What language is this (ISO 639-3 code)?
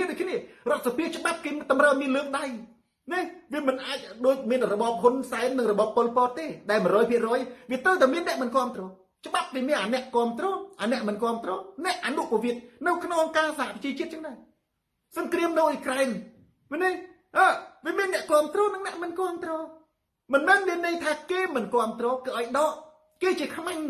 khm